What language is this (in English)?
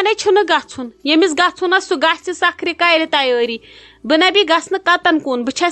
Kashmiri